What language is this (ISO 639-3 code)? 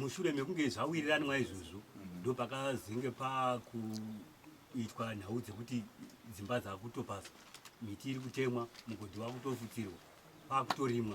sna